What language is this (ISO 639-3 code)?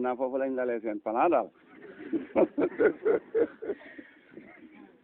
wol